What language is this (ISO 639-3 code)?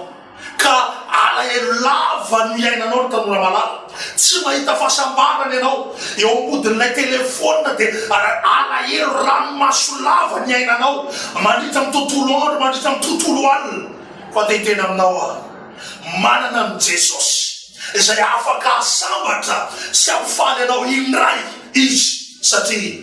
mlg